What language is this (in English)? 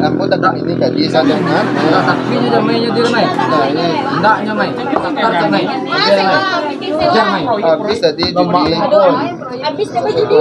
Minangkabau